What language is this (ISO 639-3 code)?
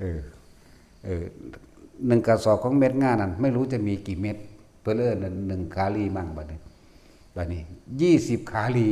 tts